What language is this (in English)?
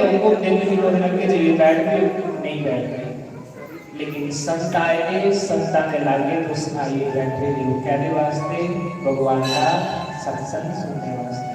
Dogri